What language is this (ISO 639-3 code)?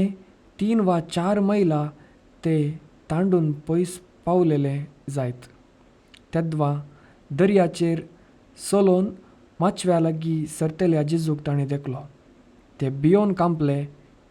kok